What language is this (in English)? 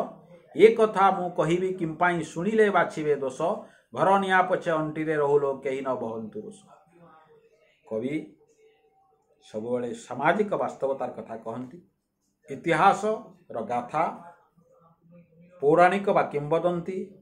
Odia